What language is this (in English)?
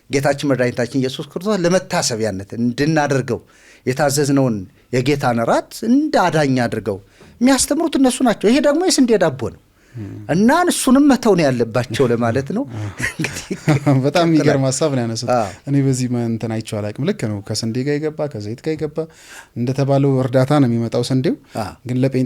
Amharic